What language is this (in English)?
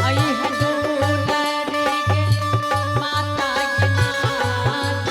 Angika